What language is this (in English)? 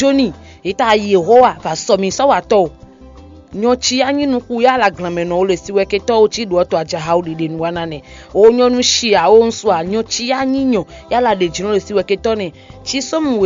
Fon